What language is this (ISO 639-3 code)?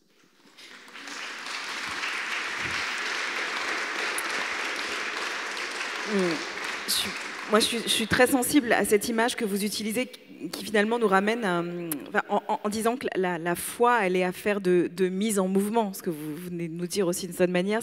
fra